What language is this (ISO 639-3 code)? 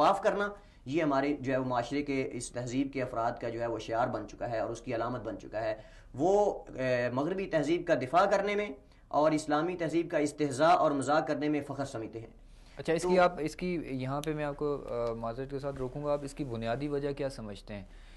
urd